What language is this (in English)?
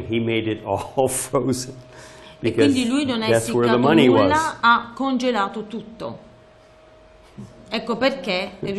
Italian